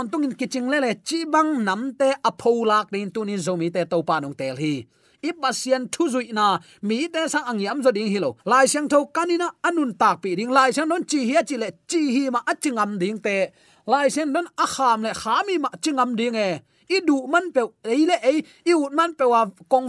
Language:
Tedim Chin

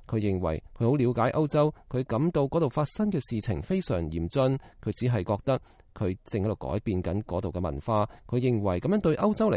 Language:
Cantonese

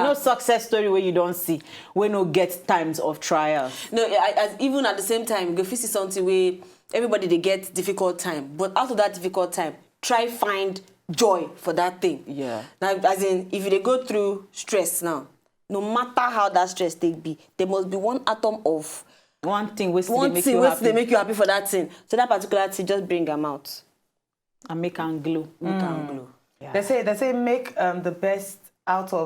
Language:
Nigerian Pidgin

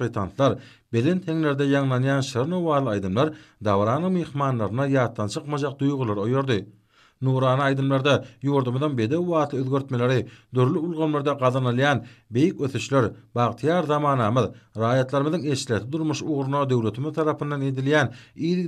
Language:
Turkmen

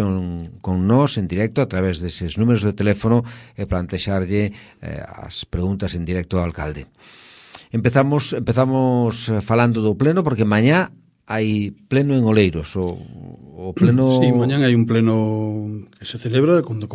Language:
Galician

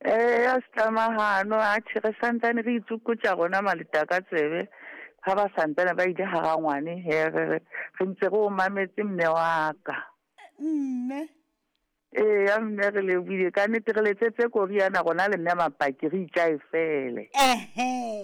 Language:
Southern Sotho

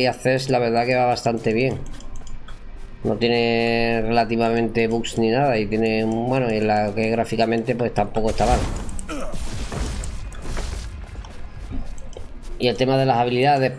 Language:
Spanish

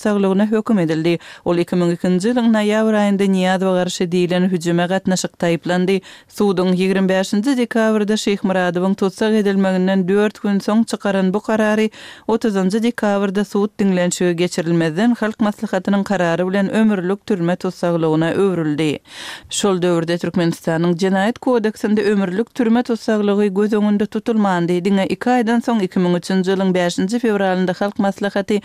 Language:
Turkmen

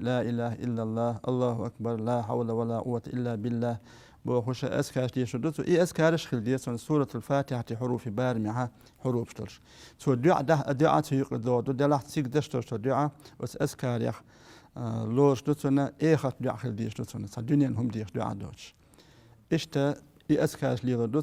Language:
Chechen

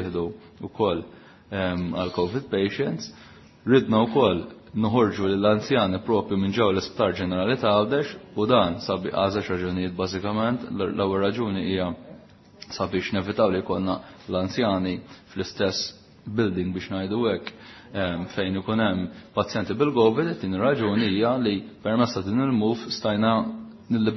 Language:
Maltese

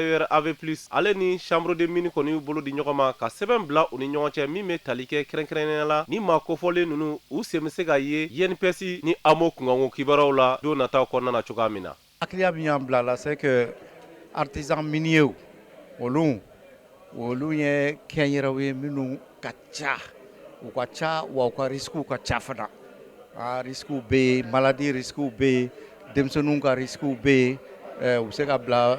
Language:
Bambara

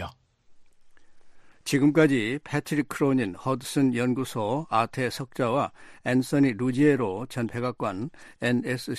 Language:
Korean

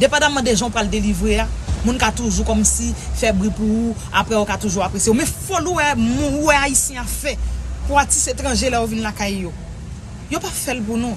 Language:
Haitian Creole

